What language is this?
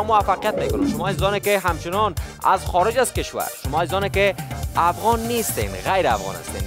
Persian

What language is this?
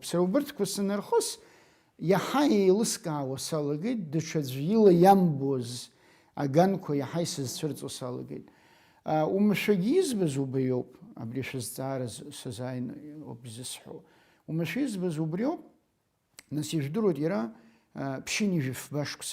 Abkhazian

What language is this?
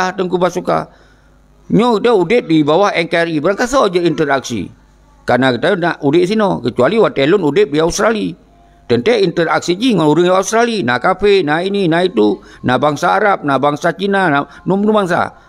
Achinese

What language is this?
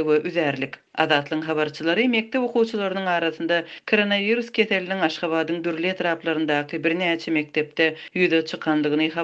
Turkmen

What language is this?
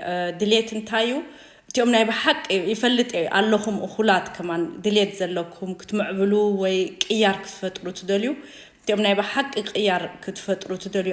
Tigrinya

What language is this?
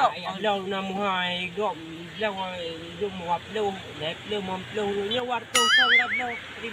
Achinese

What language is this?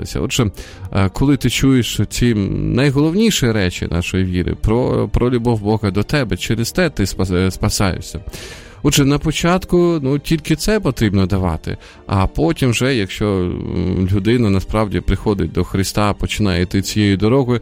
Ukrainian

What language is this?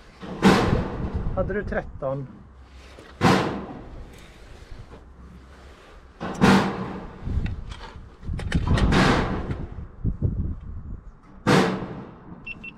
Swedish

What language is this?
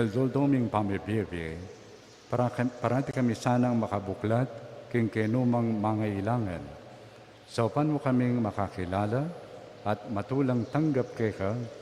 Pampanga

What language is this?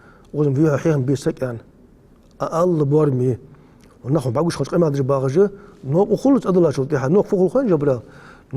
Ingush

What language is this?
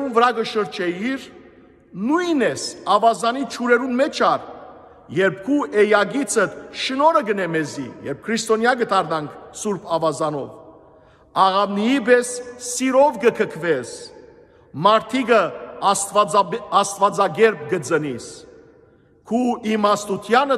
Western Armenian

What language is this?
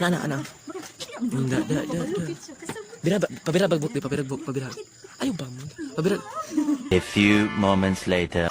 Cebuano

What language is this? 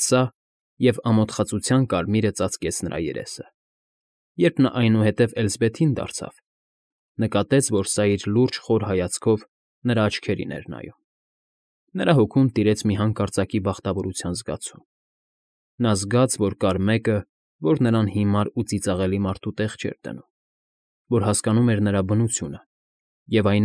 Armenian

